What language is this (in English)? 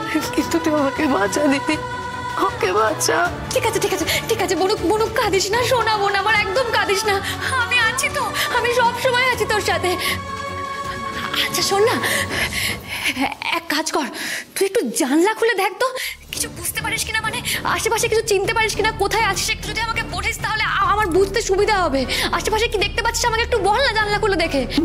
Bangla